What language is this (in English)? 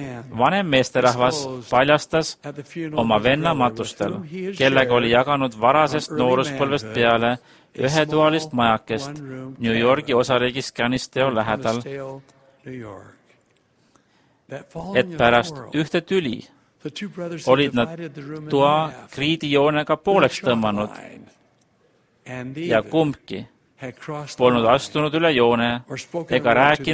Estonian